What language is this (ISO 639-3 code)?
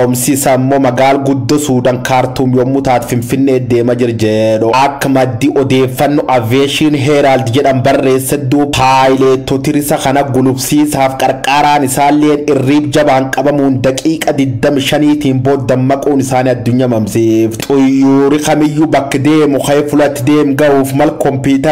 orm